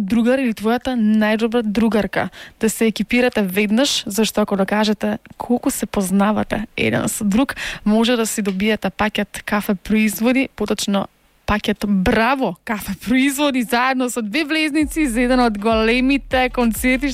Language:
Macedonian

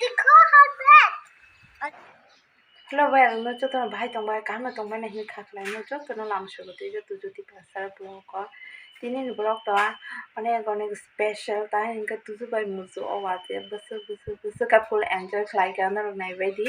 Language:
Kok Borok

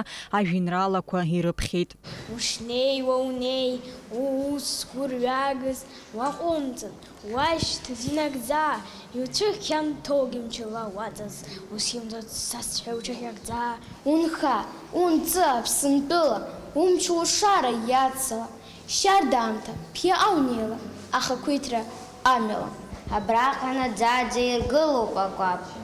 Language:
Abkhazian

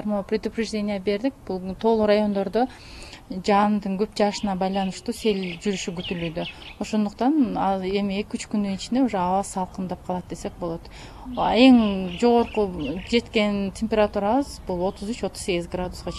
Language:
Kyrgyz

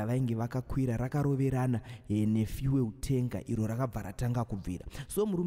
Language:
Shona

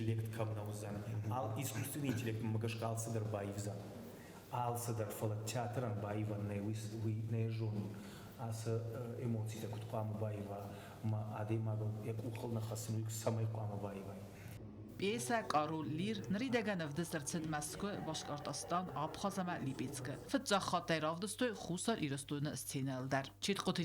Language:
Ossetic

